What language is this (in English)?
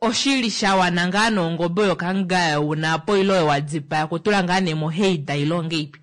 Kuanyama